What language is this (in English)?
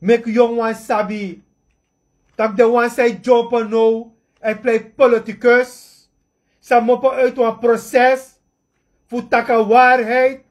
Sranan Tongo